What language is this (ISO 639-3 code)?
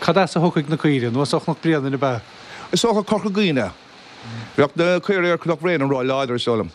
gle